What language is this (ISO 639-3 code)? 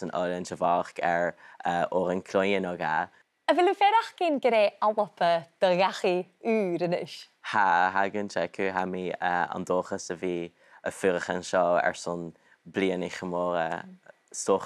gla